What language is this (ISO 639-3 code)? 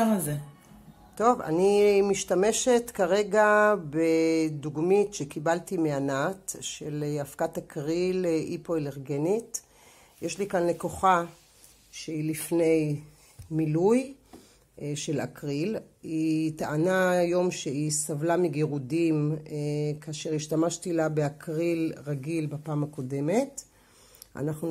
heb